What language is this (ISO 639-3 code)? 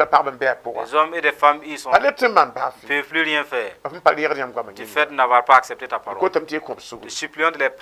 mos